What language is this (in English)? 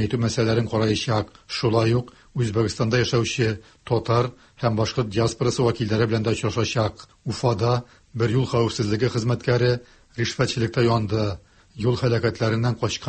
Tatar